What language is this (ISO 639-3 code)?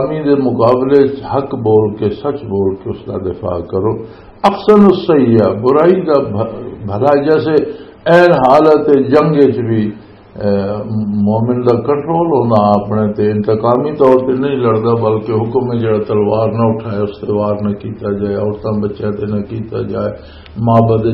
lah